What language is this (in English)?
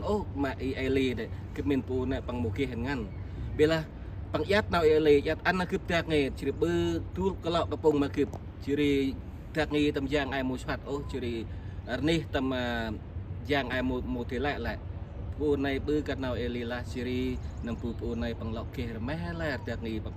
Central Mnong